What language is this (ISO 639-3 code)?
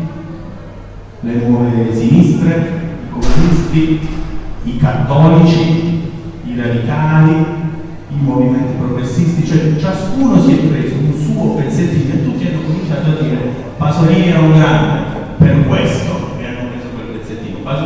ita